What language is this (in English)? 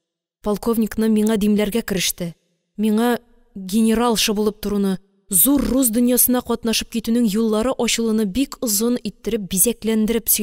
Tatar